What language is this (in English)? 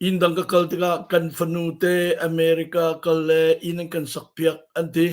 Hakha Chin